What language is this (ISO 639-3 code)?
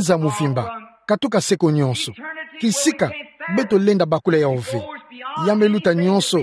ktu